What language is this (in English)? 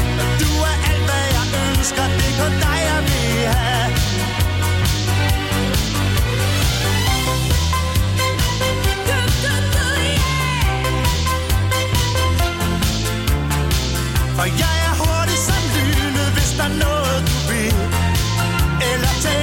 Danish